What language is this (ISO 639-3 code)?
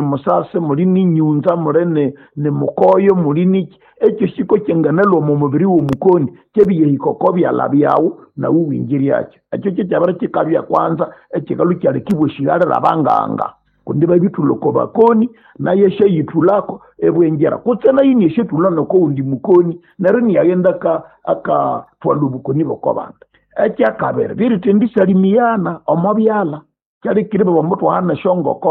nnb